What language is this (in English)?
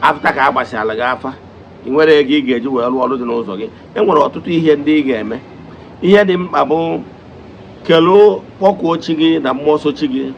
Igbo